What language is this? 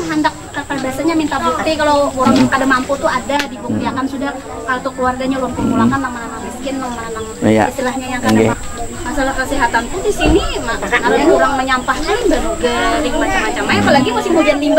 Banjar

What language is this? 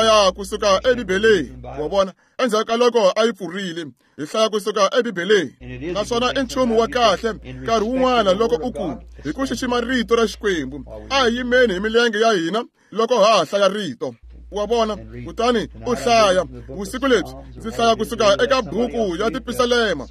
Tsonga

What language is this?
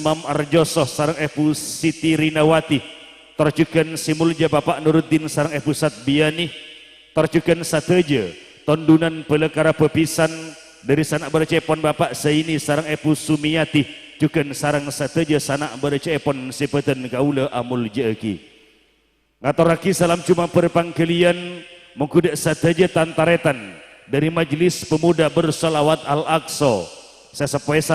Madurese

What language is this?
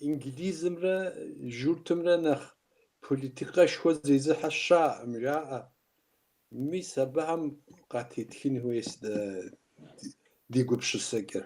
Kabardian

